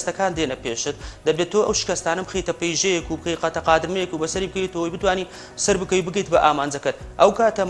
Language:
Central Kurdish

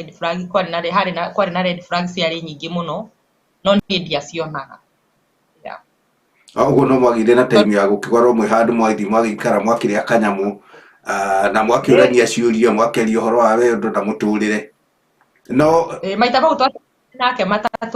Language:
Kikuyu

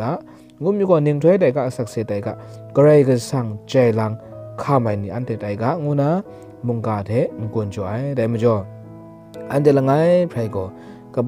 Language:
Kachin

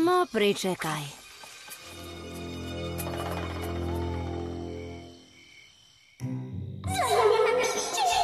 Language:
Serbian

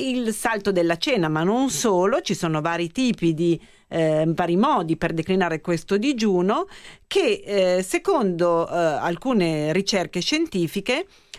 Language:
Italian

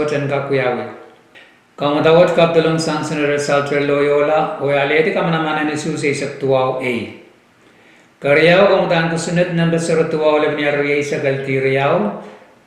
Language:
Pohnpeian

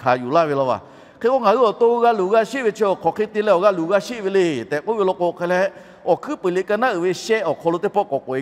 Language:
Lahu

